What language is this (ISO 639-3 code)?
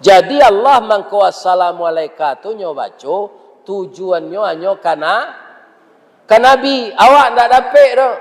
min